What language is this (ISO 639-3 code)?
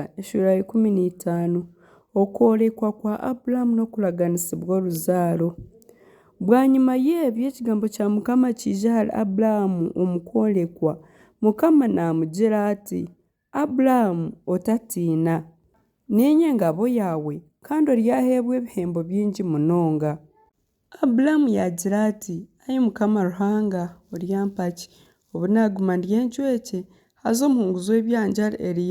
nyn